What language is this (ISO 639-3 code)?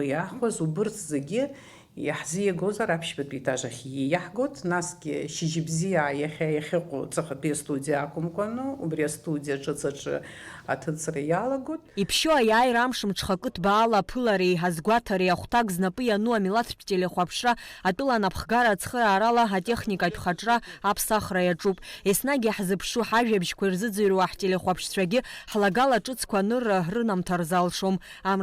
abk